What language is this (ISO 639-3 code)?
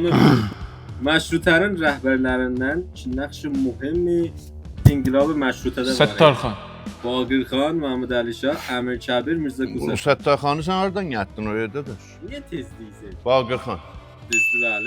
azb